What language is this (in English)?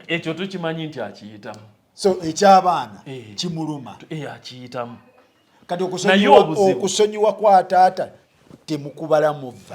Ganda